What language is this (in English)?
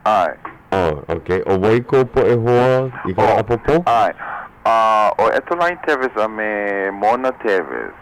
Hawaiian